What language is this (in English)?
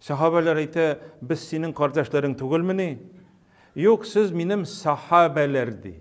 Tatar